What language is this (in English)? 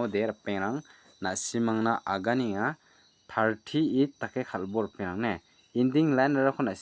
Garo